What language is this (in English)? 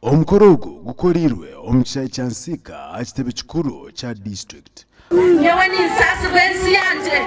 Nyankole